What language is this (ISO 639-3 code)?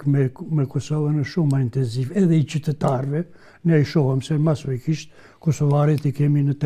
sqi